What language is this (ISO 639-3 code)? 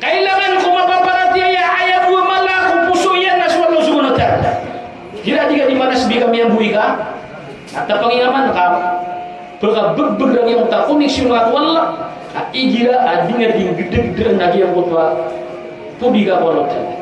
mrw